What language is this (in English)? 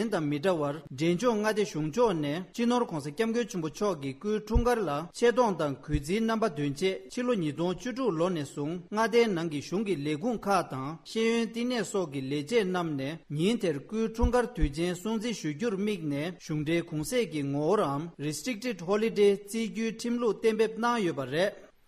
Tibetan